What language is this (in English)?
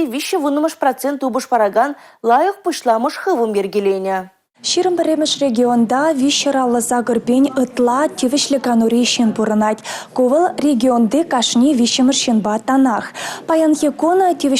Chuvash